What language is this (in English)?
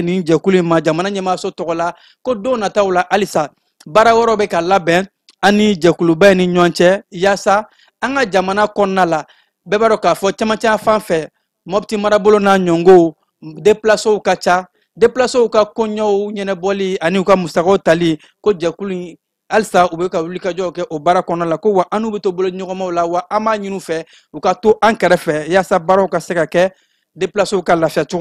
Bambara